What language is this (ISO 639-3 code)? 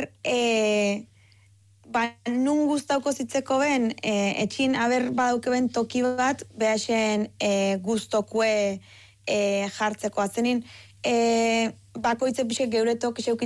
eus